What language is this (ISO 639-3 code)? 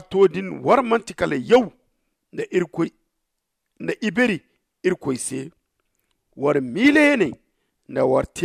dje